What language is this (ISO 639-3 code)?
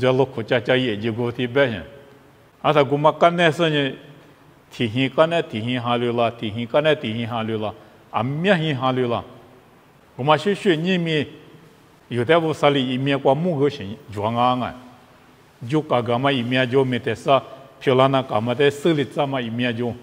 lis